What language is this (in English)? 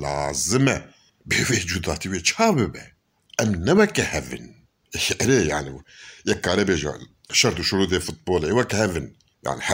Kurdish